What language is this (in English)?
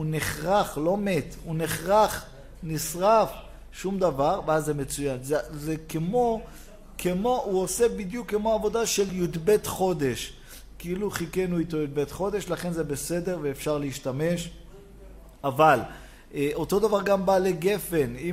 Hebrew